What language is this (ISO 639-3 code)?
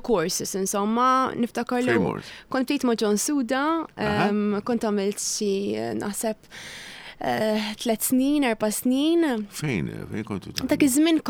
mlt